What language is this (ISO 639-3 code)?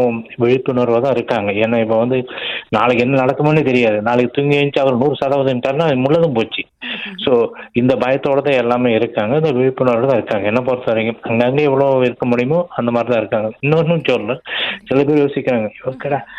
tam